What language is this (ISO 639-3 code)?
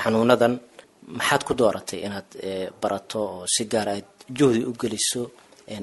som